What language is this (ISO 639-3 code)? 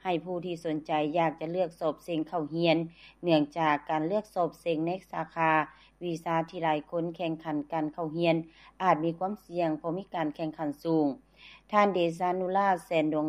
lao